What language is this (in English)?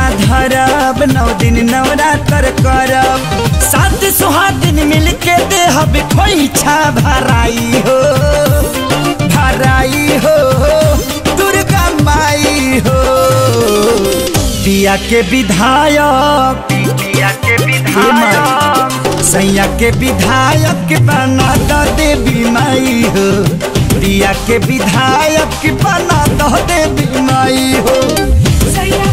Bhojpuri